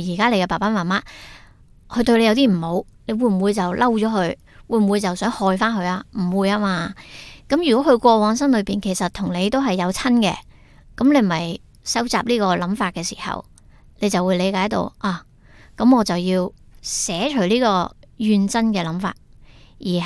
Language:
Cantonese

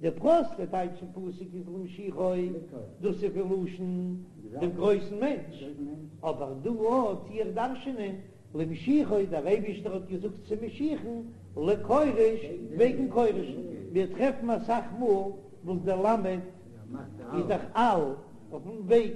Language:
Yiddish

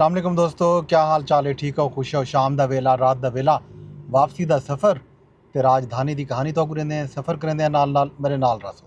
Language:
Saraiki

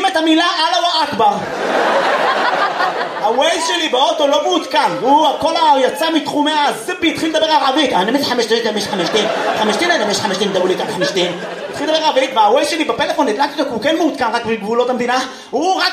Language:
Hebrew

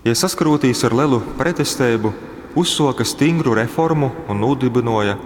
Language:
Latgalian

